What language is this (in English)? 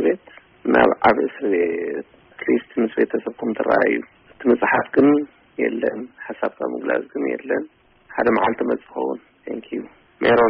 Tigrinya